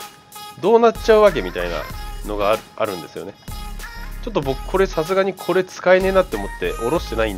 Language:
Japanese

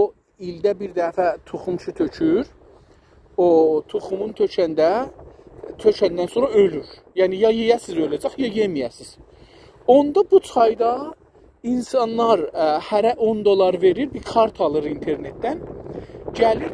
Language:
South Azerbaijani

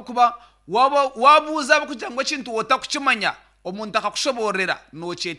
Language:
Nyankole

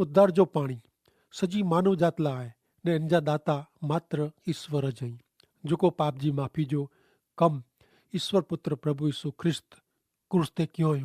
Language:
Kachhi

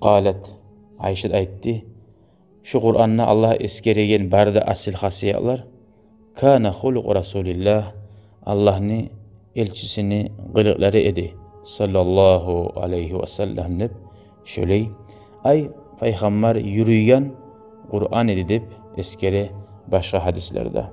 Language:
Kumyk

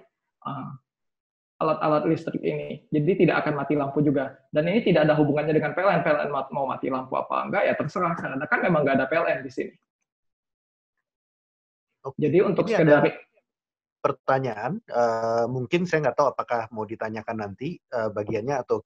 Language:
Indonesian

